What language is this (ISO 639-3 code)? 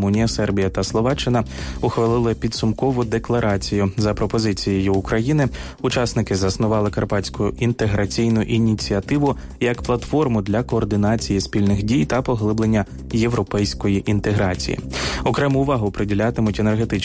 ukr